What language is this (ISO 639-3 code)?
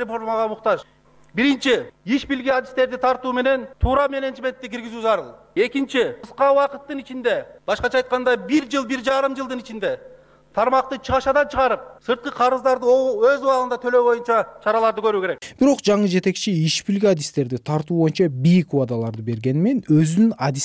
kir